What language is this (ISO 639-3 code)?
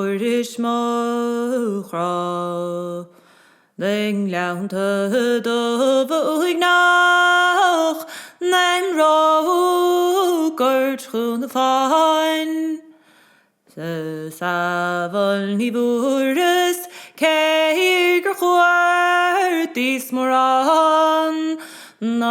gle